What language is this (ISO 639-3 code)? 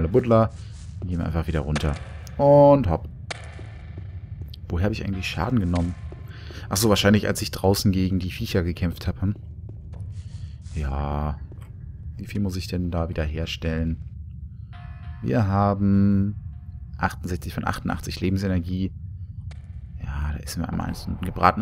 deu